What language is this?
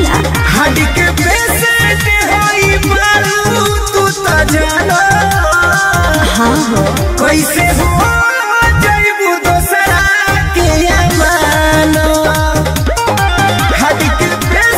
Bhojpuri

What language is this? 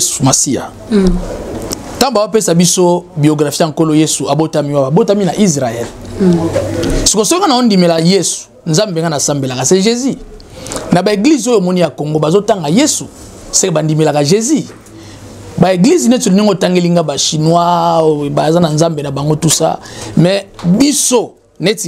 Lingala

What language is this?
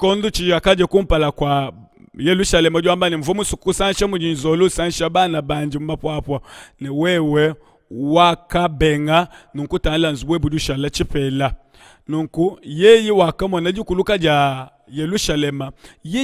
Luba-Lulua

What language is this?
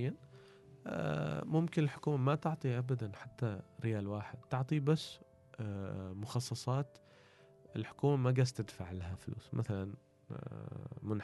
Gulf Arabic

